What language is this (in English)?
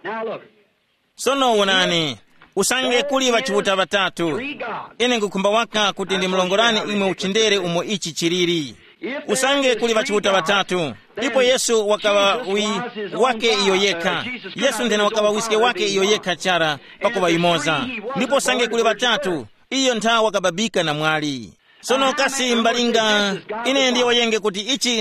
Tumbuka